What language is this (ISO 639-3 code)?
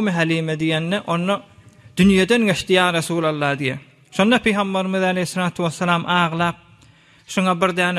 tuk